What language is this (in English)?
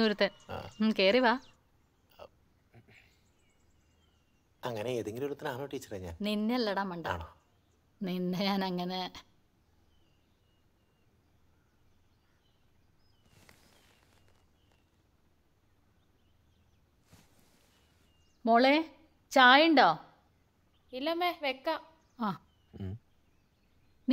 Malayalam